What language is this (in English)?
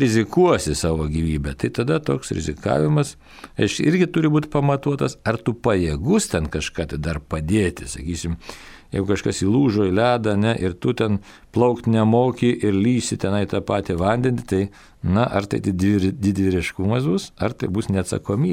Lithuanian